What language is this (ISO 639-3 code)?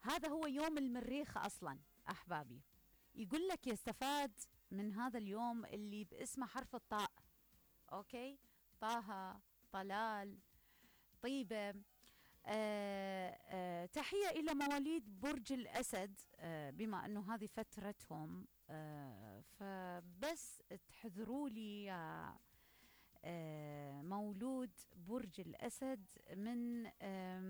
acm